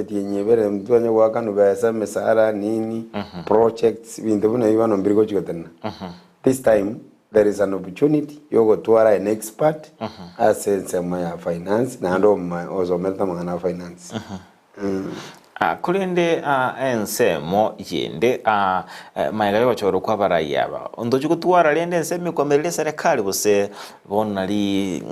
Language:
Gusii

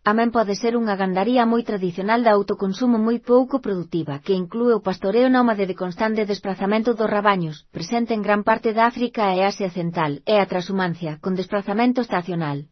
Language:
Galician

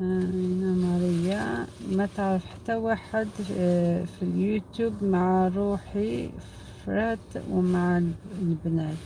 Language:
Algerian Arabic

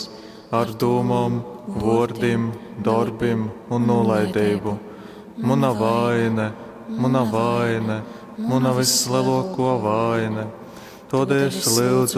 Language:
Latgalian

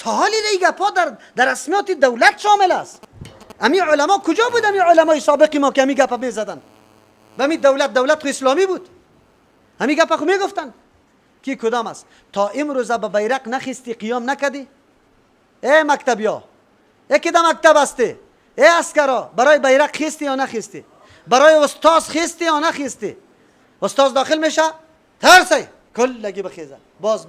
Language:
Persian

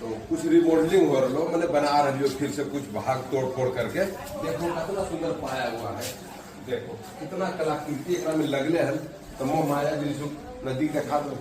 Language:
Magahi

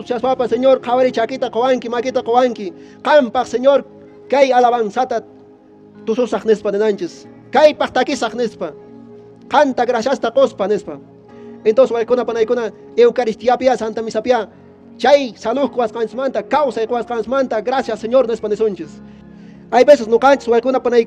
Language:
Quechua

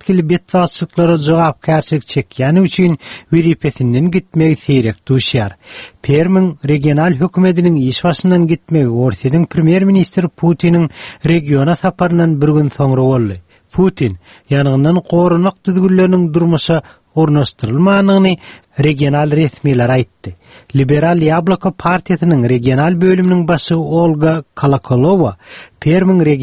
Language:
Turkmen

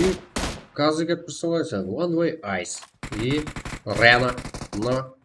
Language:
Kara-Kalpak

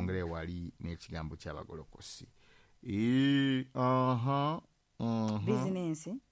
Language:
Ganda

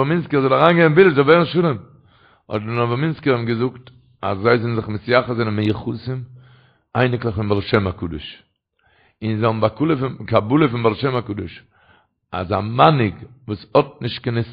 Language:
Yiddish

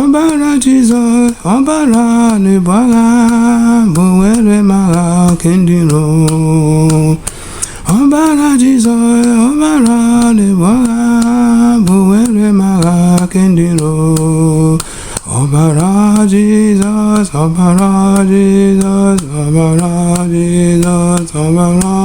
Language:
Igbo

